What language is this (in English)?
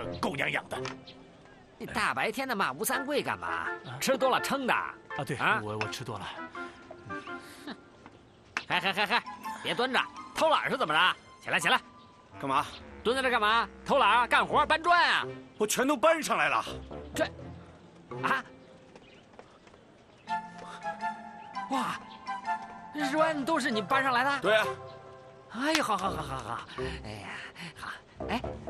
Chinese